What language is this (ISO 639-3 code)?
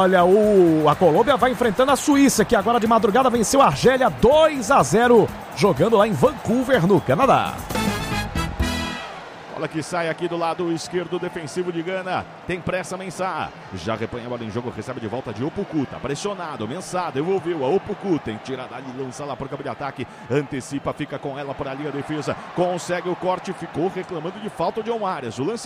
por